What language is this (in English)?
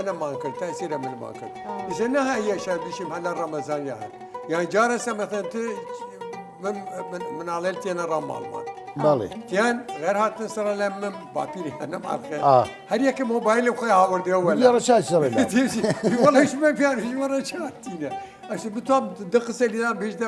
Southern Kurdish